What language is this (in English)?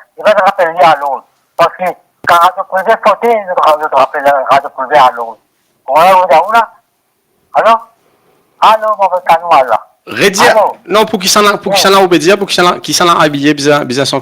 Morisyen